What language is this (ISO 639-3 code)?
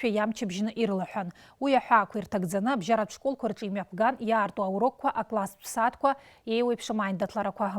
abk